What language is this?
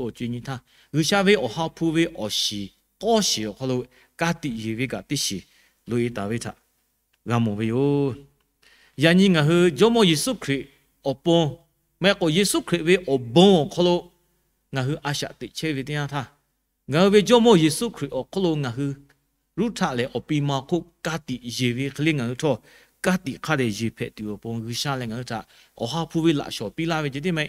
Lahu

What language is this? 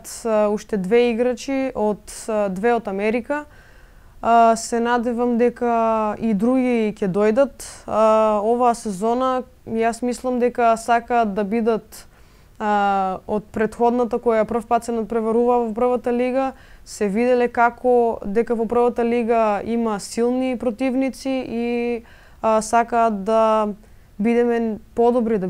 Macedonian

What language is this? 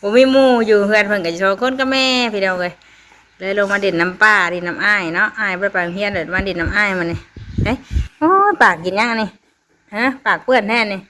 Northeastern Thai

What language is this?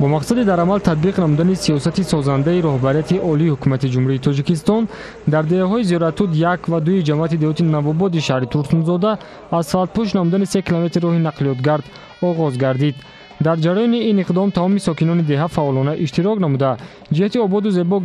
Tajik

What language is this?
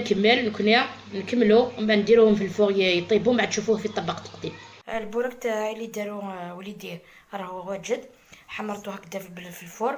Algerian Arabic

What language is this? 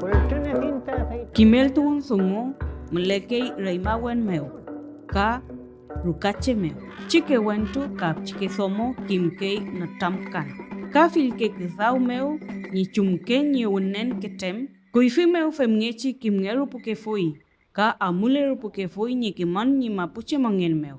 Mapuche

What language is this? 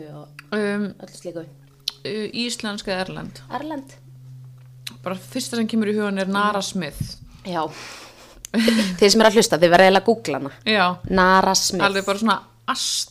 Icelandic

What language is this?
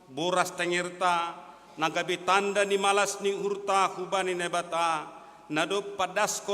Batak Simalungun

